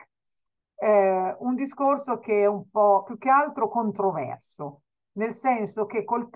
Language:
Italian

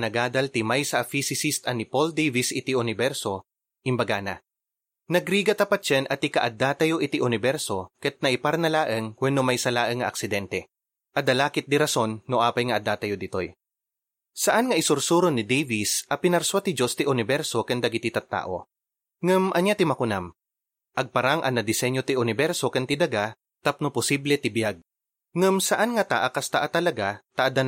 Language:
Iloko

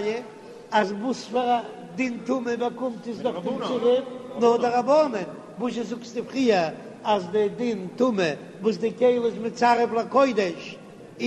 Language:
Yiddish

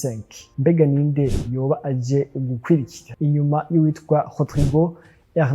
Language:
Rundi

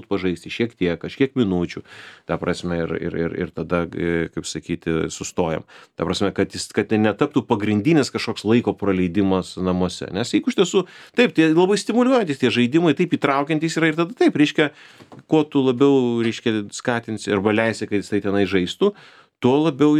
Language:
Lithuanian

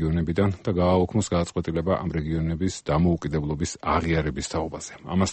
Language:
Georgian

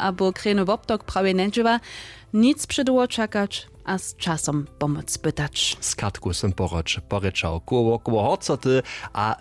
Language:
Upper Sorbian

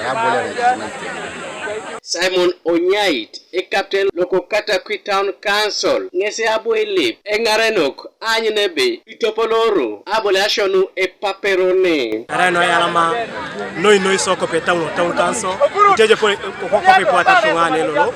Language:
Teso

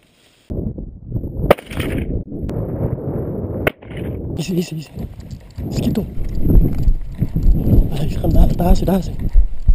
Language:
Afrikaans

